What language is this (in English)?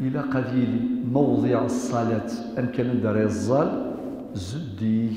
Kabyle